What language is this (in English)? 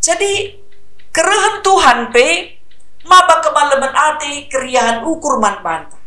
Batak Karo